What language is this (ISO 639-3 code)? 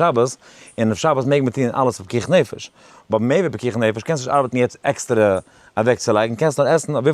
yid